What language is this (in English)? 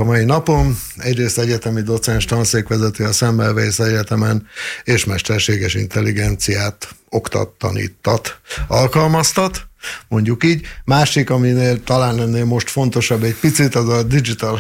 Hungarian